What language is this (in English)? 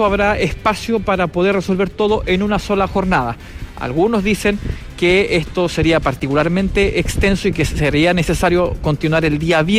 Spanish